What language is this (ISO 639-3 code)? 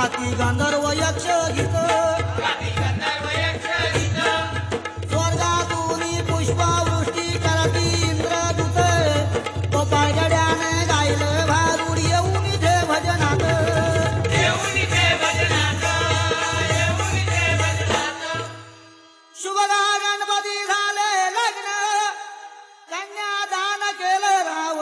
mar